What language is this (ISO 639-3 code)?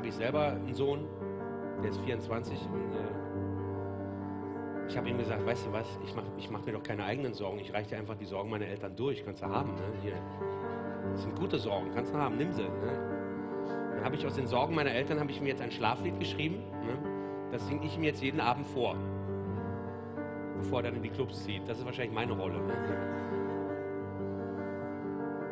deu